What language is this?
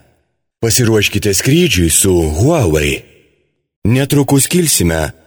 Lithuanian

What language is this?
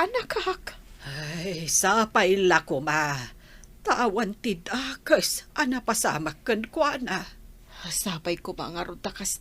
Iloko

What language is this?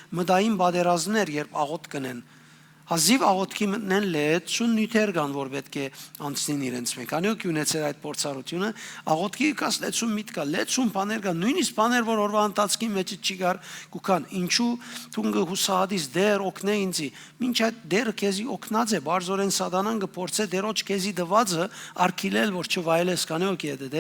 Western Armenian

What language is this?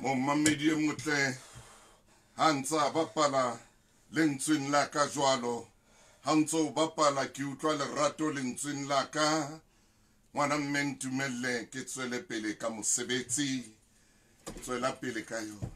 Southern Sotho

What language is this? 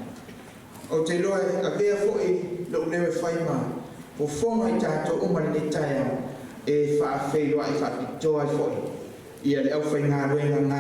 Samoan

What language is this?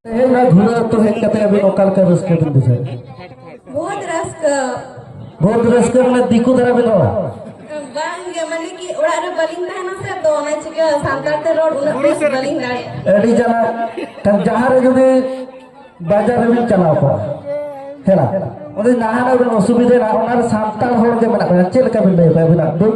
Santali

